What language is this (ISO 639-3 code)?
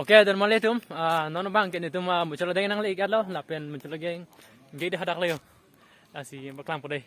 mjw